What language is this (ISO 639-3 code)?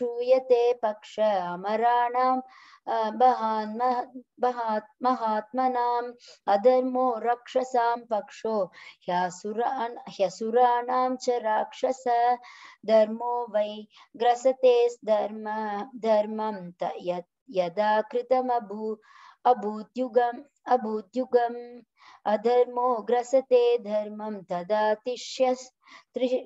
san